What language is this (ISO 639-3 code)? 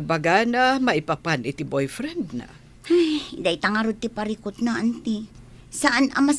ilo